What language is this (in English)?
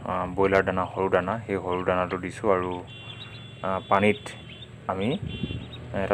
Assamese